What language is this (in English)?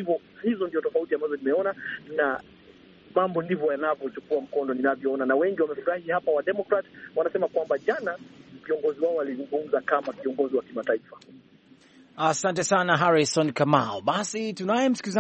Swahili